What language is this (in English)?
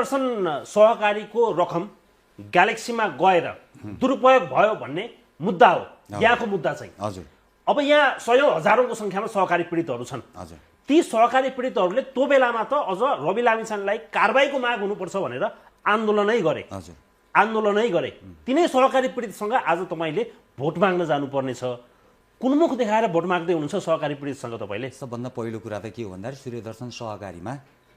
Nepali